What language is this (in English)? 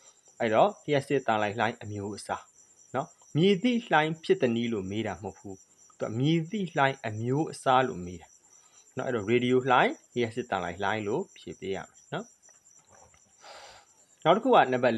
Burmese